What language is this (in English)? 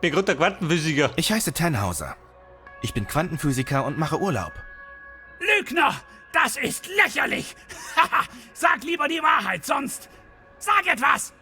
Bavarian